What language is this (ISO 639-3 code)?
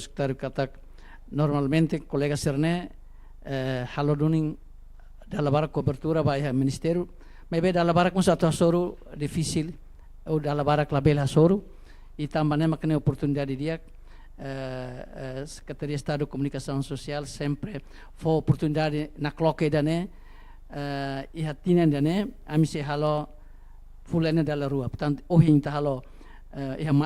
tet